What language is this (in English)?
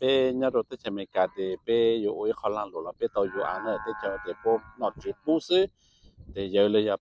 Hmong